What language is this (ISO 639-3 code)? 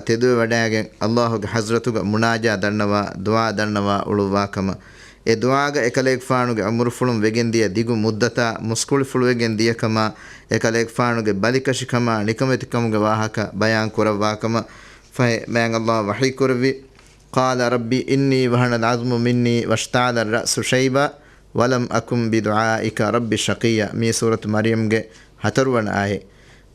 div